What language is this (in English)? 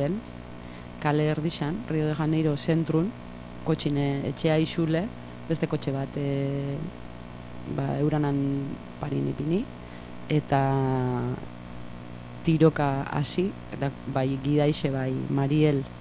Basque